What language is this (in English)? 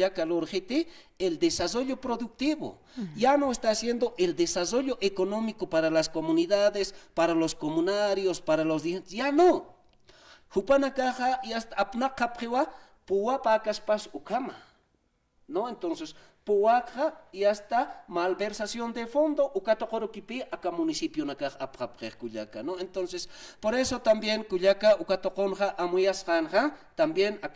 Aymara